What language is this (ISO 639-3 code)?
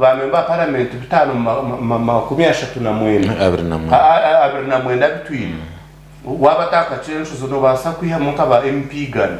nyn